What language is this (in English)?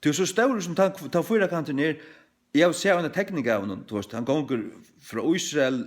Faroese